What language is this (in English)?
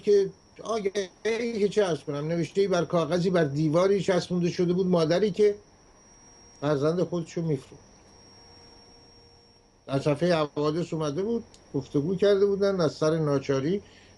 Persian